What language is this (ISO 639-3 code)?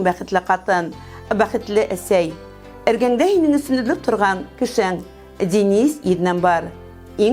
bak